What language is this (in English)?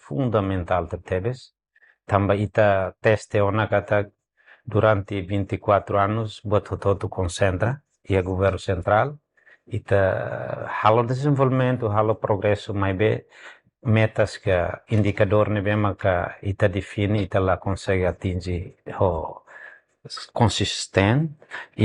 Tetum